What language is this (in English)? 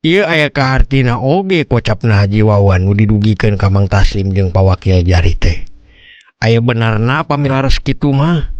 Sundanese